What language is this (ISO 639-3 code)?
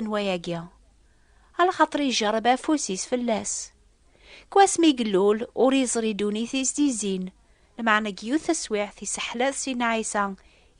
kab